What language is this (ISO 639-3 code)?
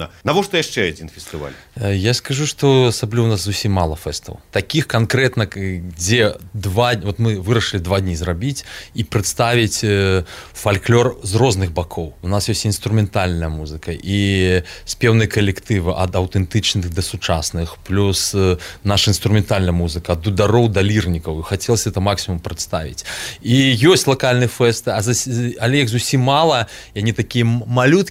bel